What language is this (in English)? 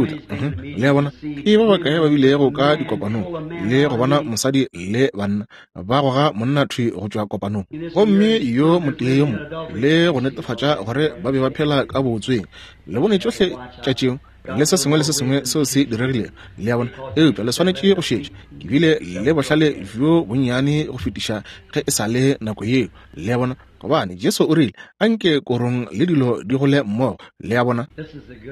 Northern Sotho